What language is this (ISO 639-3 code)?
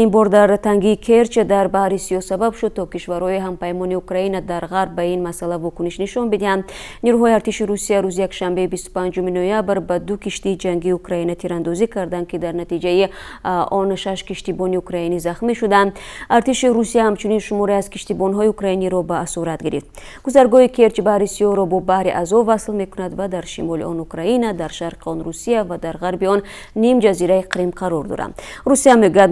tgk